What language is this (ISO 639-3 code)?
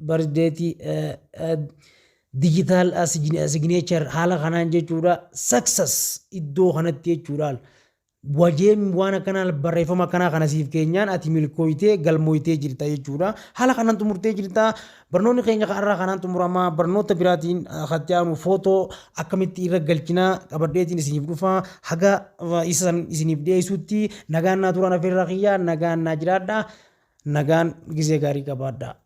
orm